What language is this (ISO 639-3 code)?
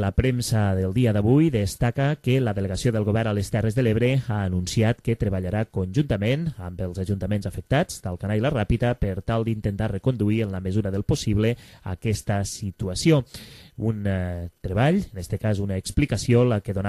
cat